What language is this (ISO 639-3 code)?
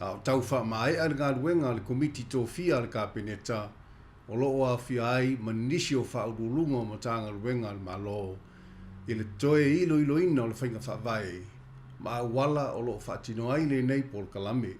smo